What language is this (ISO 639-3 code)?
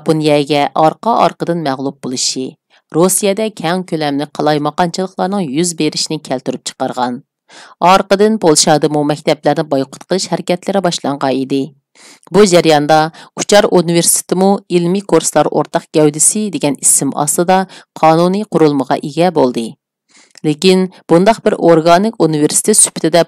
uig